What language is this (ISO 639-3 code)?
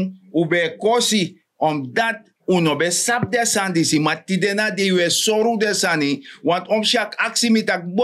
srn